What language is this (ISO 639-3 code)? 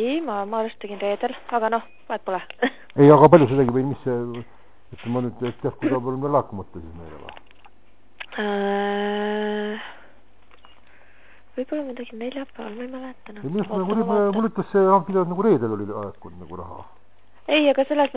est